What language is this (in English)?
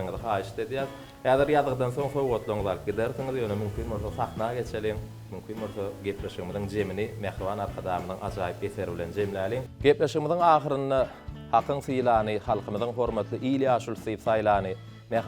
Turkmen